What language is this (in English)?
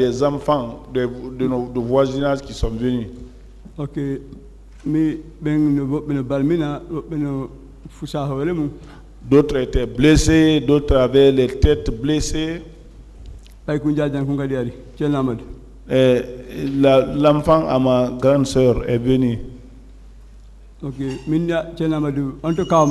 French